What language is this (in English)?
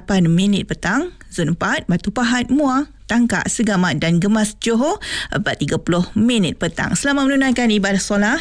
Malay